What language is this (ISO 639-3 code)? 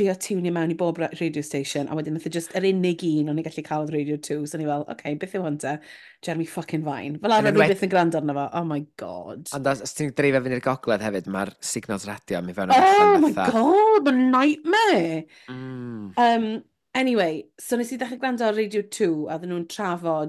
cym